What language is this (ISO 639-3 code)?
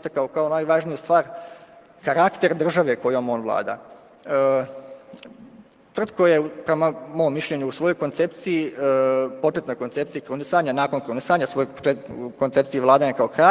bos